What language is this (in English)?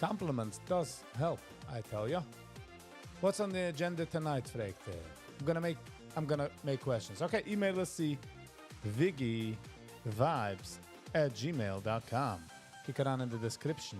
Yiddish